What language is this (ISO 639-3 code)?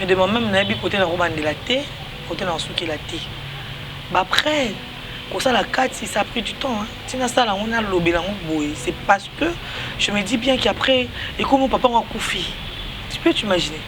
lin